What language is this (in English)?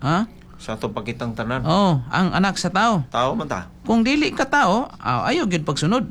Cebuano